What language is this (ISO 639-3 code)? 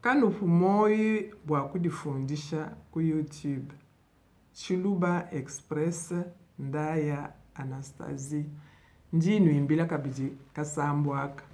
lua